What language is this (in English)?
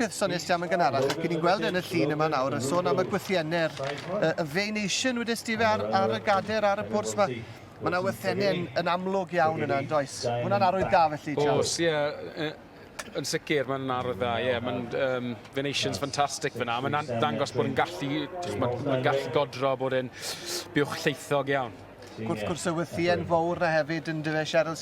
Welsh